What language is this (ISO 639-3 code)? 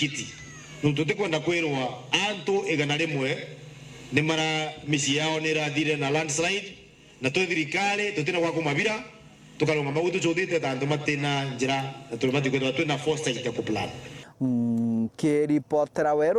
mer